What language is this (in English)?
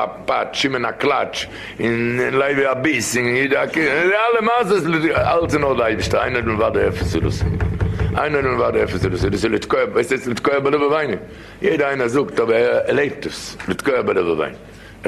Yiddish